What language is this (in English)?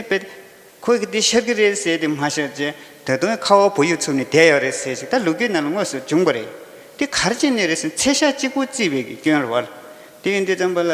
Tibetan